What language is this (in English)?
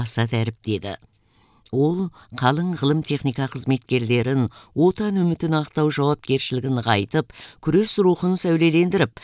Kazakh